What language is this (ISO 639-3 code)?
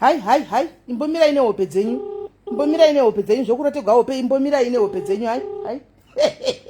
sna